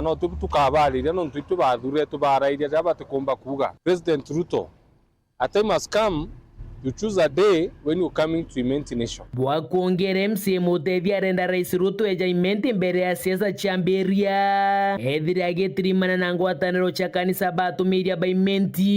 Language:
Meru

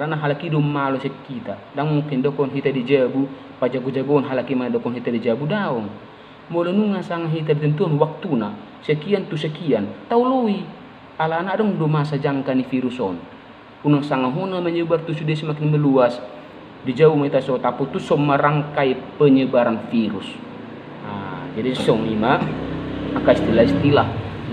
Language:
Batak Toba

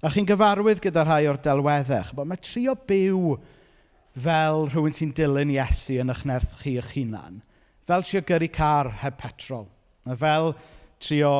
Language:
Welsh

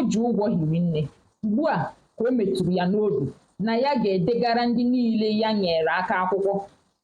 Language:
Igbo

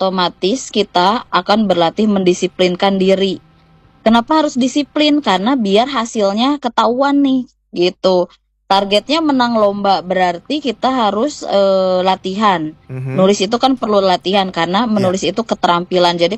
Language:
Indonesian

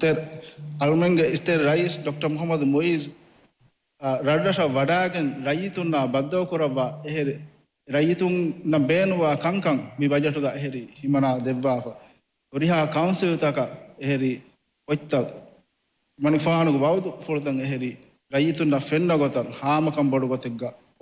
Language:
Divehi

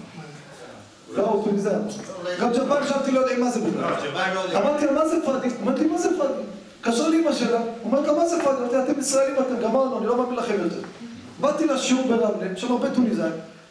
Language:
Hebrew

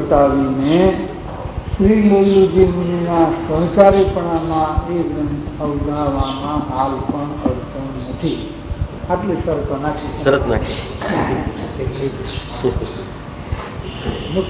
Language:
Gujarati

